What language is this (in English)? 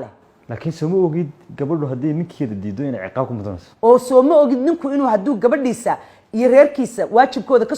Somali